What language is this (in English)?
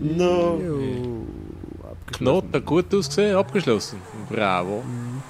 Swiss German